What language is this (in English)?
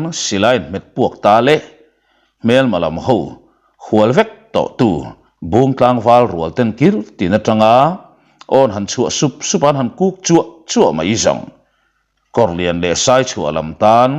Mizo